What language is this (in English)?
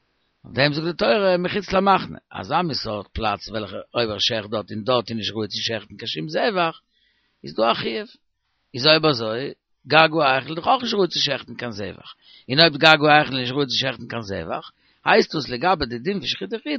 Yiddish